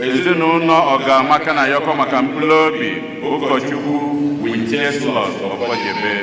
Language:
Igbo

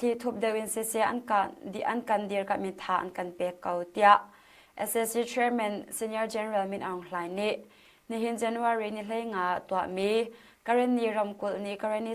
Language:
Hakha Chin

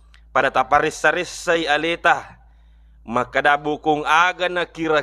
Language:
Buginese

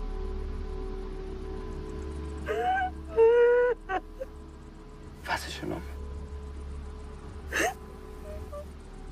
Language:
Afrikaans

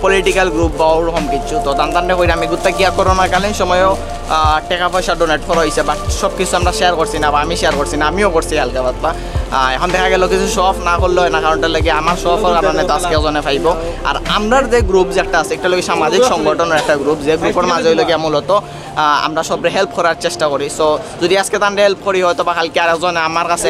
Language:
Sylheti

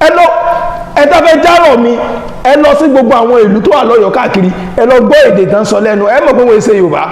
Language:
Yoruba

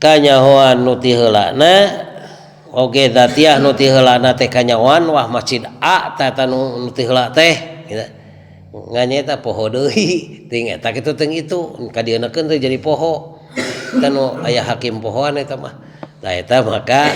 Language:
Sundanese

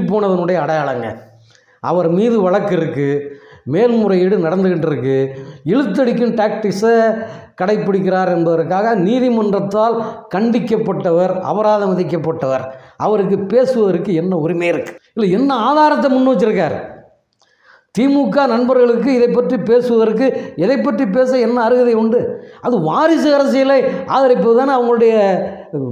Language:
Tamil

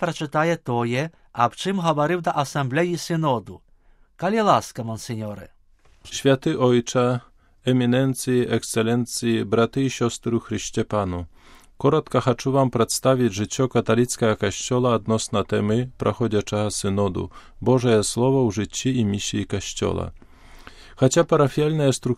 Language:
Belarusian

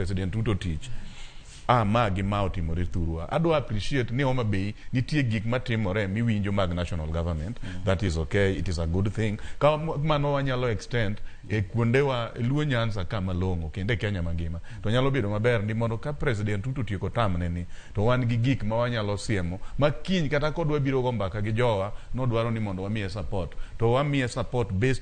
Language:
Luo (Kenya and Tanzania)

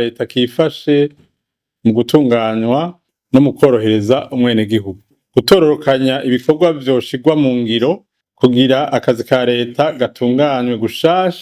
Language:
Rundi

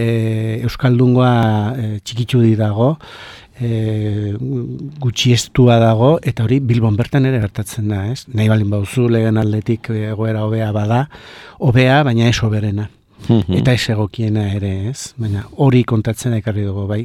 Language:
Basque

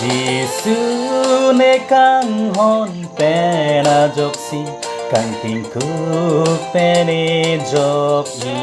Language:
Karbi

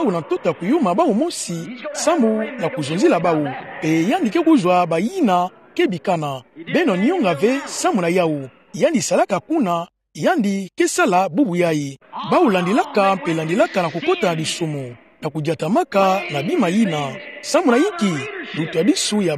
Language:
Kituba (Democratic Republic of Congo)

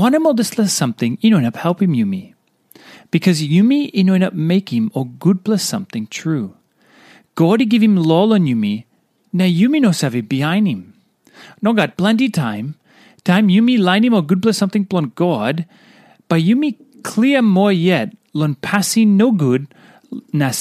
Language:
Tok Pisin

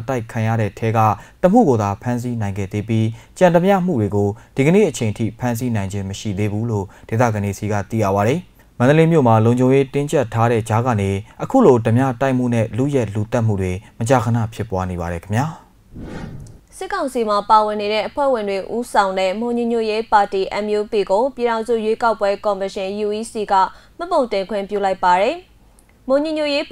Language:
Burmese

